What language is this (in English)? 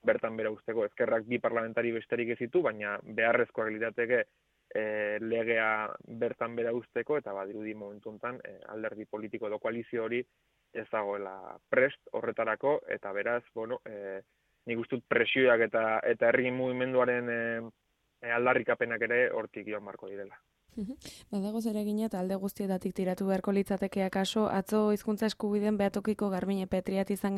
Basque